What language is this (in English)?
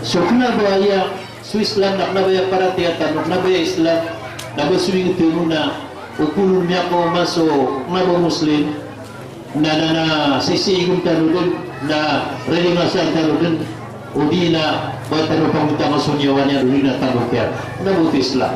Maranao